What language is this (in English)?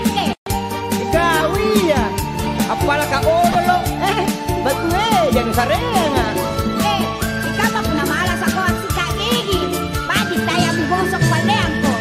Makasar